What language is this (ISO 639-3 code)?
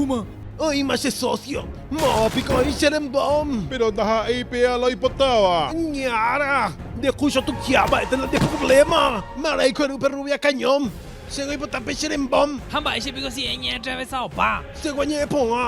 grn